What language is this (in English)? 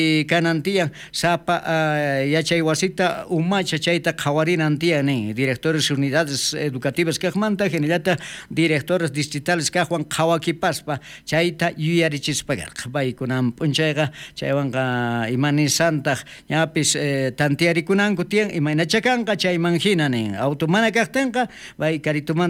South Bolivian Quechua